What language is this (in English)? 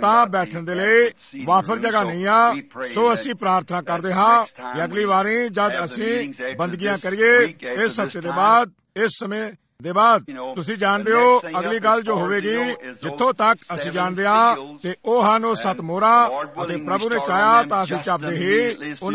Punjabi